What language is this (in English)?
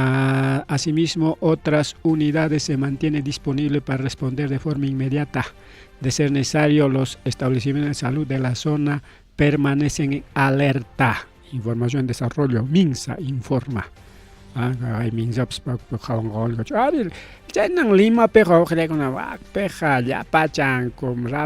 Ayacucho Quechua